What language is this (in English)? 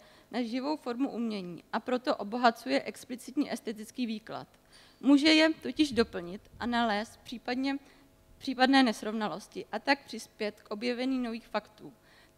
Czech